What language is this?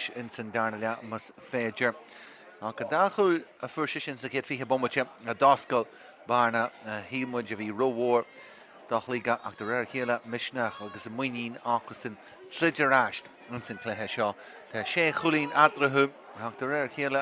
Irish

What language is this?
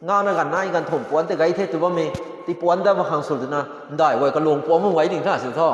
Rongmei Naga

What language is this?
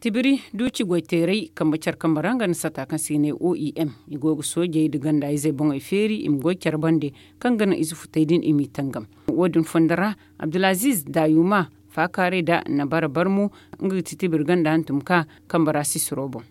Zarma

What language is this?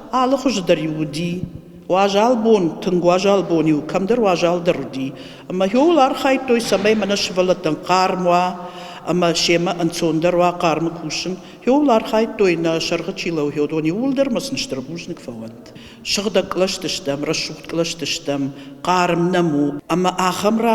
Ossetic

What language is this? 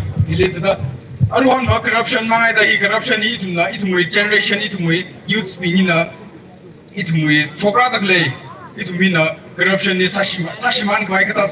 Tangkhul Naga (India)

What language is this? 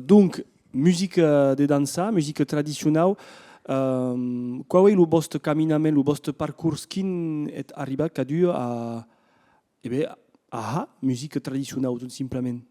Occitan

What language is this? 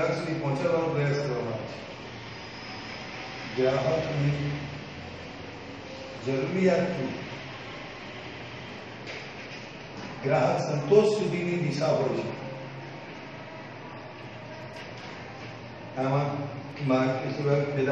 Gujarati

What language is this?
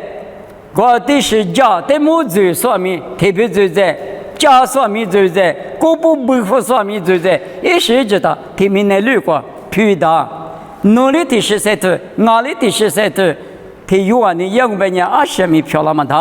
Lisu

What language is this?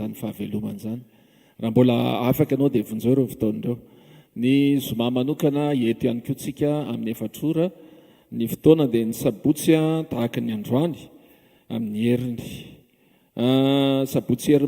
Malagasy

